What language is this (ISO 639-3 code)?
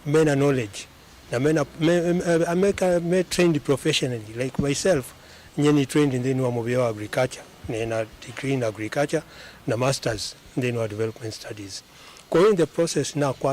kam